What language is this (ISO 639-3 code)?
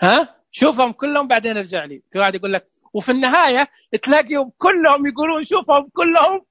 ars